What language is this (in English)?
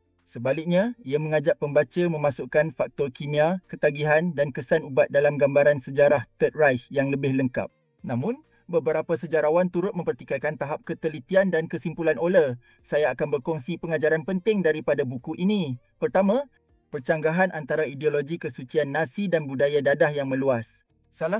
Malay